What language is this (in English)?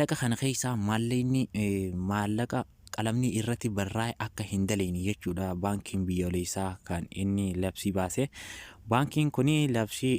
Oromo